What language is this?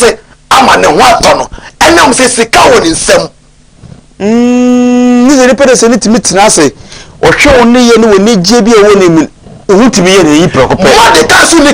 Akan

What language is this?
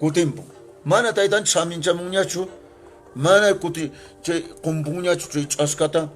Quechua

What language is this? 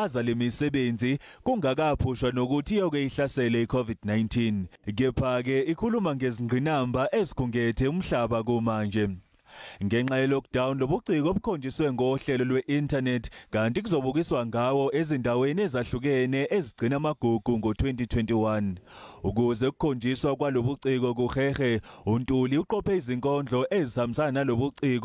Zulu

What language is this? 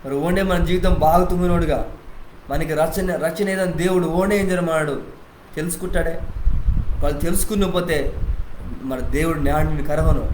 Koya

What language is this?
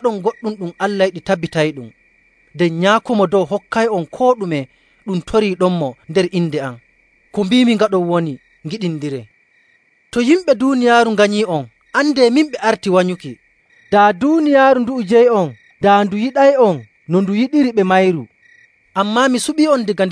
Nigerian Fulfulde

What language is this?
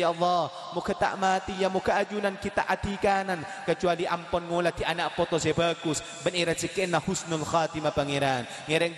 Madurese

